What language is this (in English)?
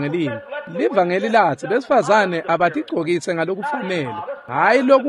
Swati